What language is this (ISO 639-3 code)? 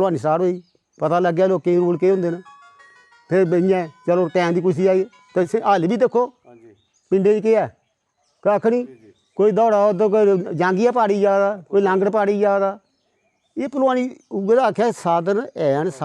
doi